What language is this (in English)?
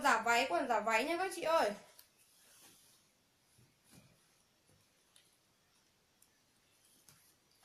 Vietnamese